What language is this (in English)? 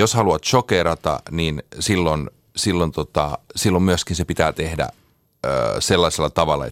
Finnish